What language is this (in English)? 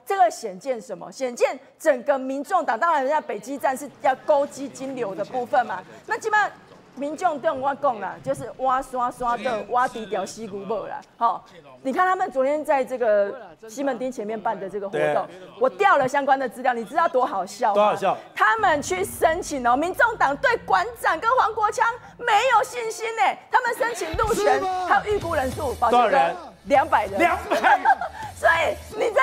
Chinese